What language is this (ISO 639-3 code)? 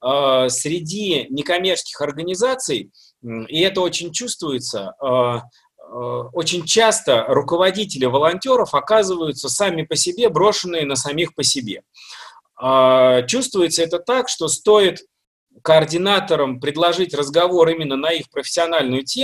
rus